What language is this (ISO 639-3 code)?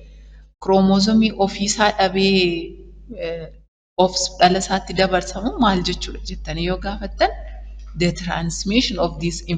orm